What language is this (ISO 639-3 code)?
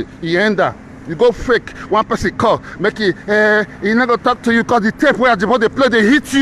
pcm